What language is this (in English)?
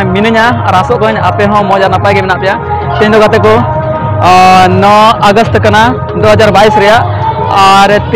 Santali